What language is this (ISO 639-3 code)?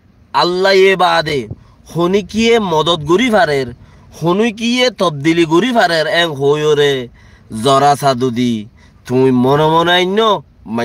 rhg